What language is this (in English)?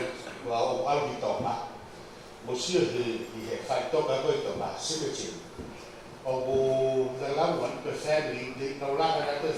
Tongan